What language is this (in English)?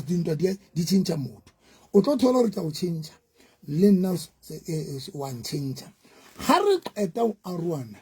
Southern Sotho